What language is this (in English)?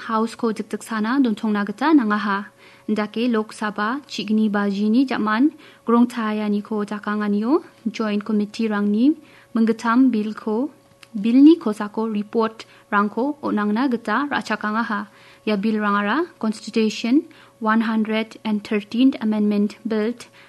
Garo